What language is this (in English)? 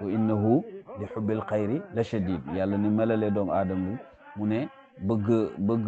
Wolof